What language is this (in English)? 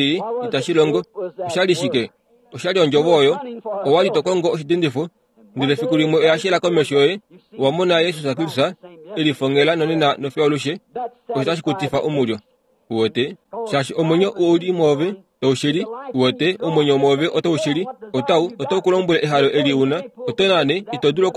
Kuanyama